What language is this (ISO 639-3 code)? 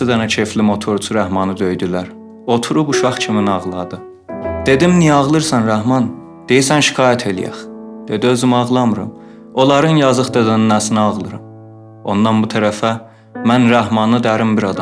azb